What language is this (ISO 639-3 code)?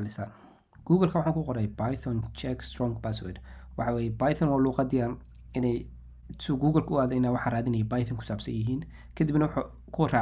som